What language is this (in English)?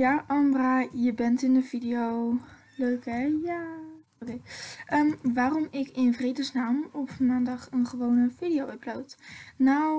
Dutch